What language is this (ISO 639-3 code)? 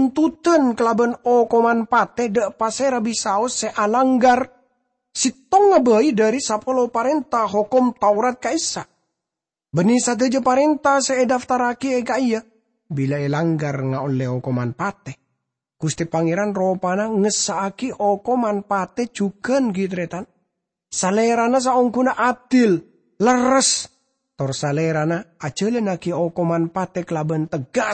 mad